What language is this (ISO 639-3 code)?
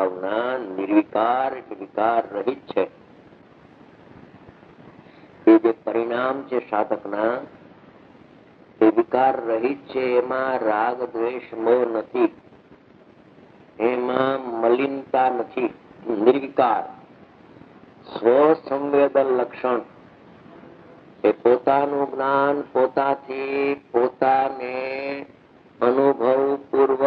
guj